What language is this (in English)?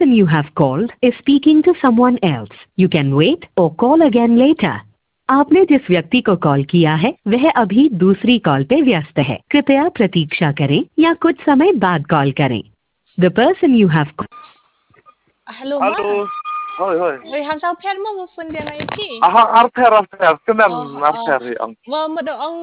Khasi